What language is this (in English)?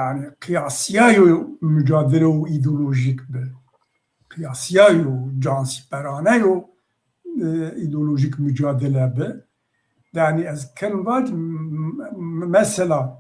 Zaza